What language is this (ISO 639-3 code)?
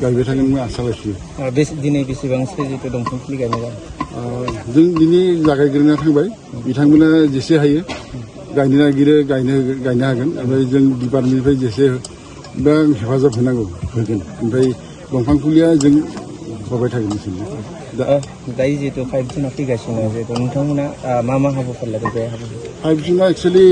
brx